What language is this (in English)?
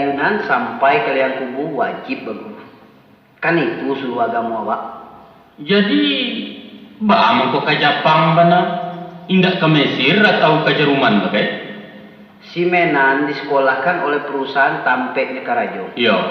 Minangkabau